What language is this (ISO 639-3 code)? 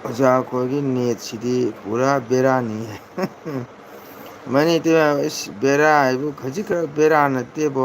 mni